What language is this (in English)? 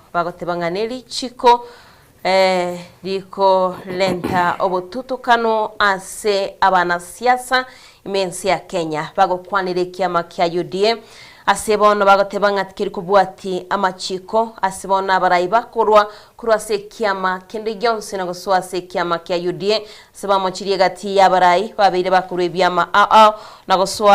Gusii